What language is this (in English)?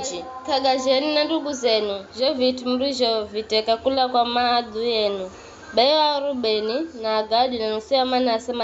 Giryama